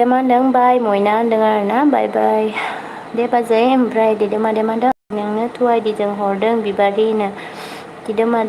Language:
Bodo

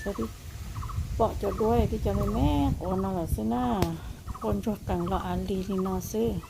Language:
Hmong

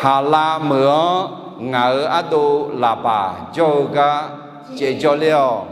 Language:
Akha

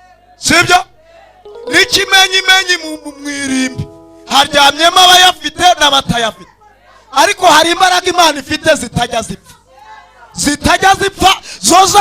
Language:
Kinyarwanda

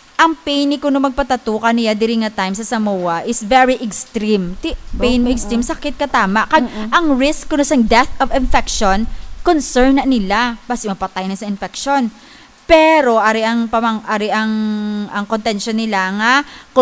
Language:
Hiligaynon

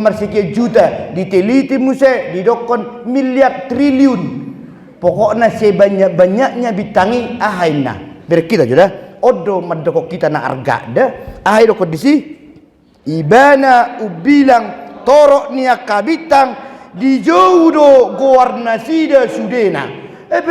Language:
Batak Toba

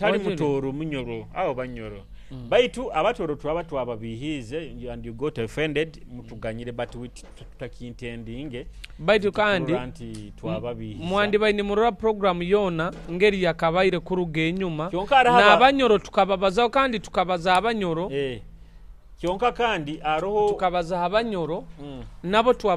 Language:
Nyoro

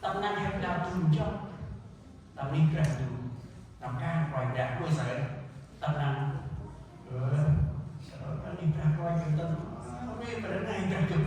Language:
Central Mnong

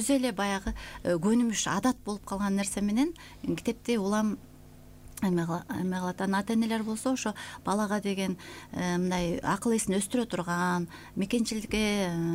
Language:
Kyrgyz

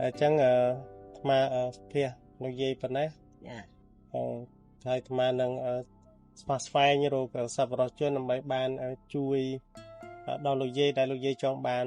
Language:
Khmer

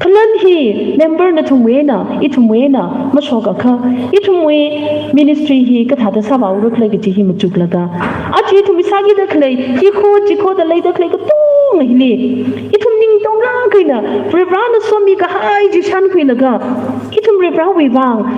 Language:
Tangkhul Naga (India)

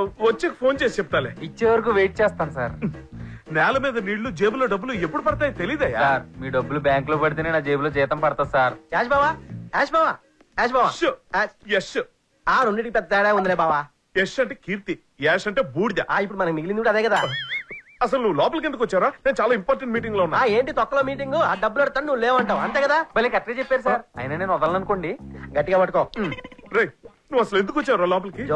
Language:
Telugu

